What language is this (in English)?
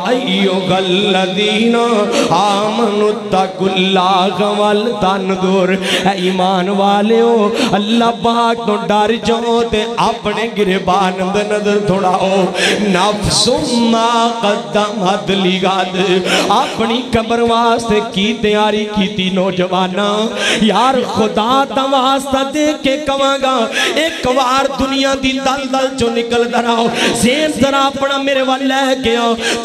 Western Panjabi